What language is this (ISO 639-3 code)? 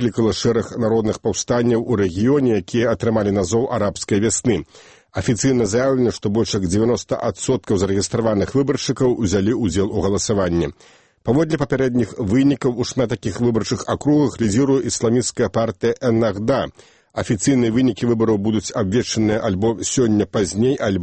bel